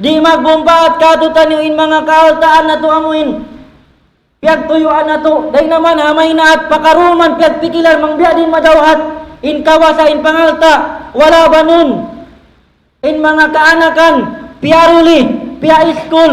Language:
Tausug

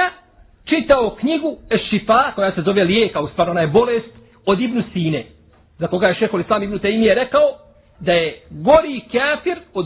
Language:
Bosnian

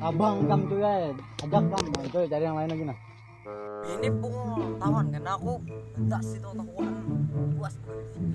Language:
Banjar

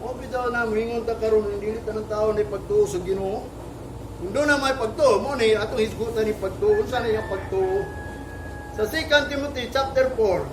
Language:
Cebuano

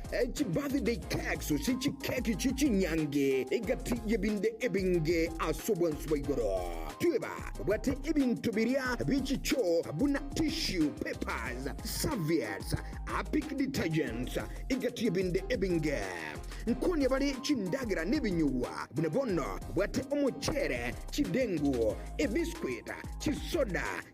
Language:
Gusii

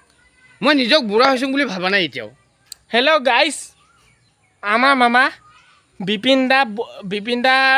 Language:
Assamese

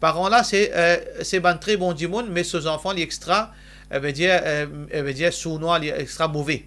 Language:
Morisyen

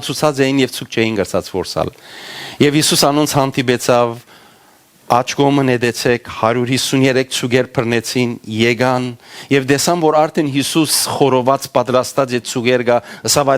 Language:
Western Armenian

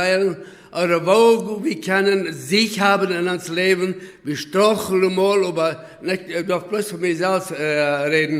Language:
Plautdietsch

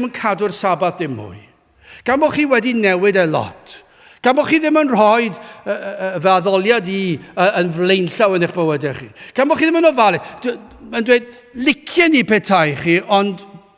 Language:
Welsh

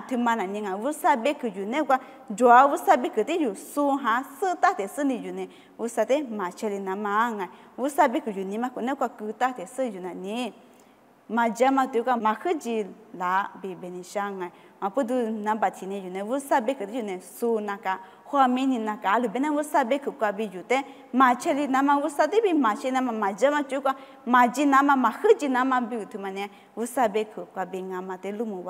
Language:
Lisu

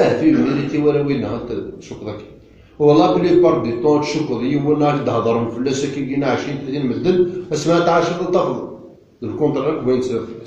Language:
Kabyle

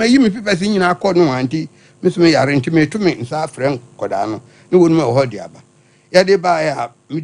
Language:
Akan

